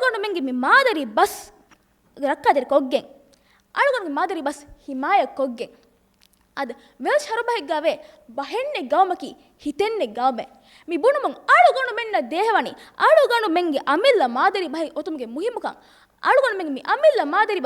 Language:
Divehi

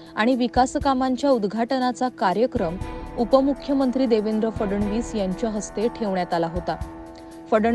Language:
Marathi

